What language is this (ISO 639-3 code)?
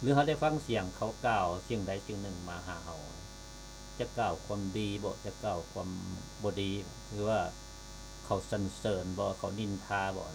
lao